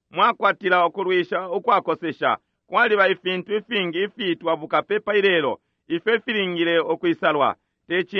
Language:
Bemba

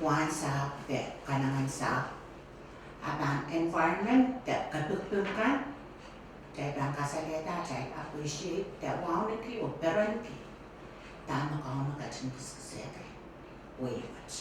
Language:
Pohnpeian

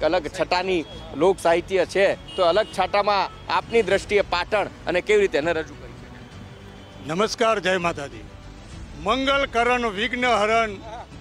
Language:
Gujarati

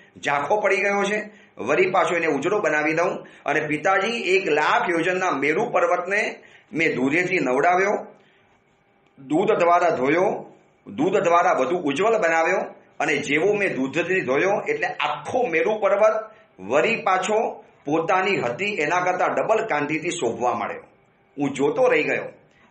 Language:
Gujarati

